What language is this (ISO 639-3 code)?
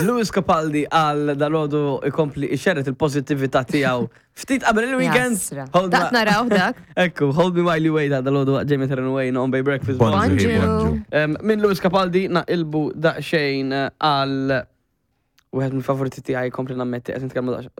mlt